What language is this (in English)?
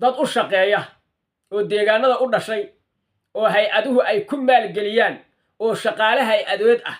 Somali